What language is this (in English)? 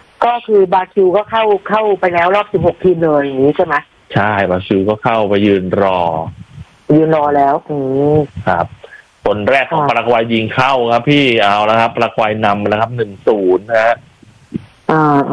Thai